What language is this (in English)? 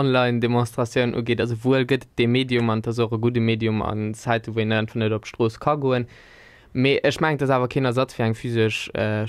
Luxembourgish